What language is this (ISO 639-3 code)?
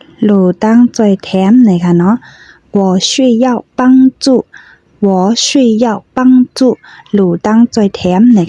shn